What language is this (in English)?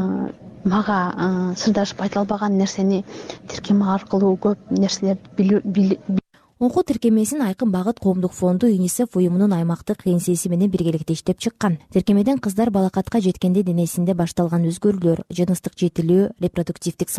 Kyrgyz